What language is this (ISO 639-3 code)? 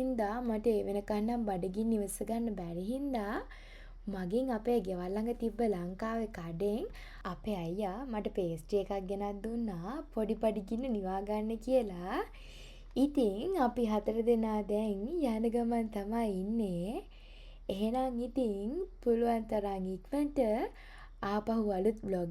sin